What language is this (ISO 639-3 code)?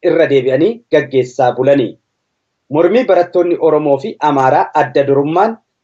orm